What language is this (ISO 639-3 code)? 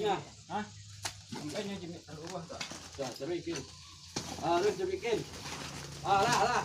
min